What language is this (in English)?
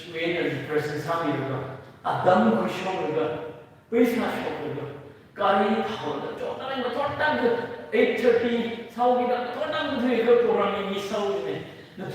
Tangkhul Naga (India)